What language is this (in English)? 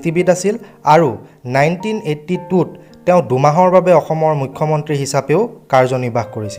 Assamese